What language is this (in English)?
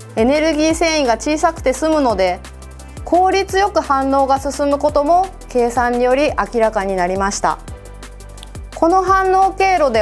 Japanese